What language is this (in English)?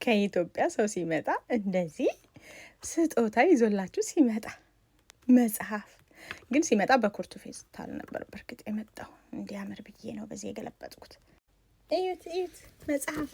Amharic